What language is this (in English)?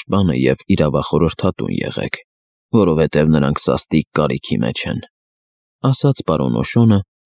Armenian